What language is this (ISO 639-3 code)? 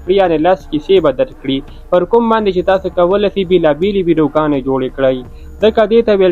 pus